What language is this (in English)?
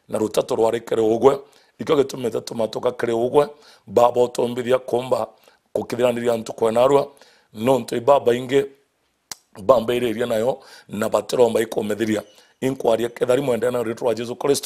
Meru